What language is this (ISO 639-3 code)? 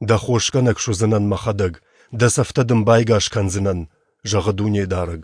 oss